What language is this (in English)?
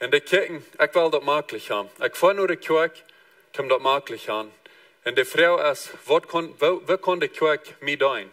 Plautdietsch